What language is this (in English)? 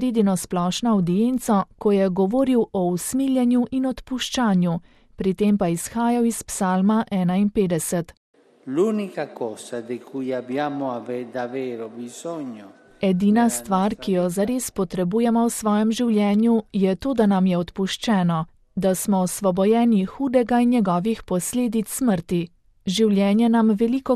Slovenian